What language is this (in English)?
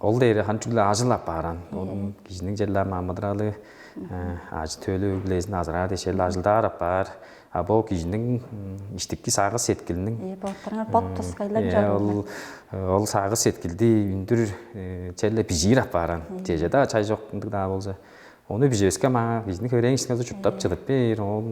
Tuvinian